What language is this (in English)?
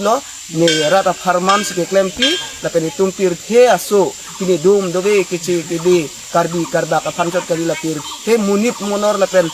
Karbi